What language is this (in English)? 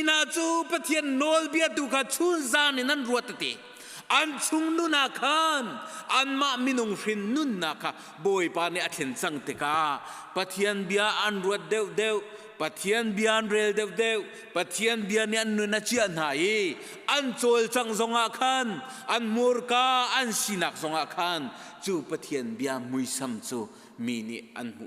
Hakha Chin